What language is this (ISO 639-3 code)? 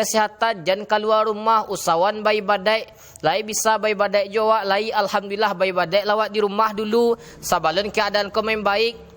min